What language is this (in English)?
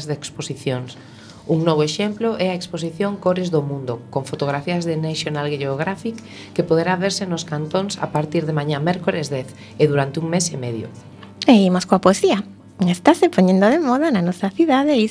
Galician